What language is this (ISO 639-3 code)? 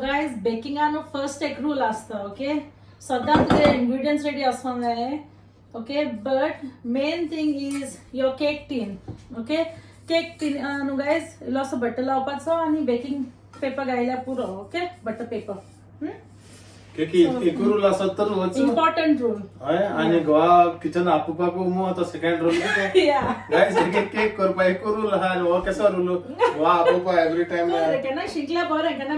kok